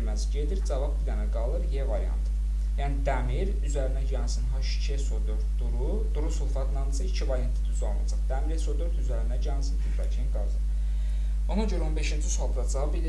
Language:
Azerbaijani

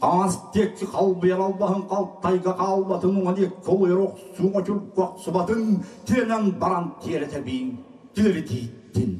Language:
Yakut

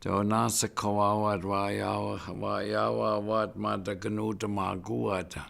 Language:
Chippewa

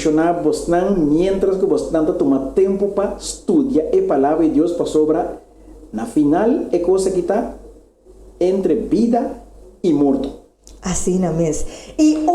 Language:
Papiamento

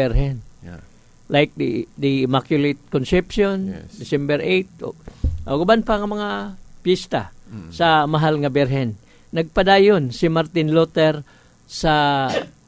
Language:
Cebuano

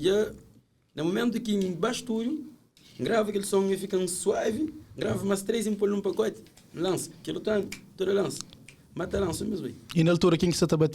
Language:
Kabuverdianu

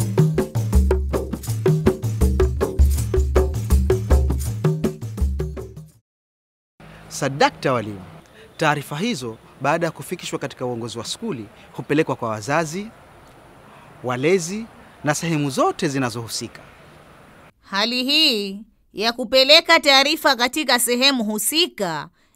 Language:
Swahili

